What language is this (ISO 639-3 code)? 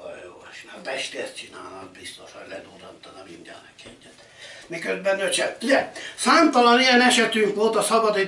hun